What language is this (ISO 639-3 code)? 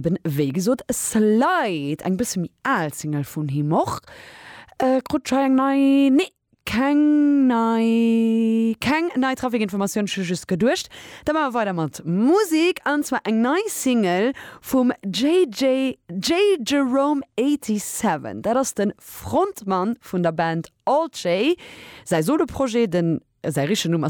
ltz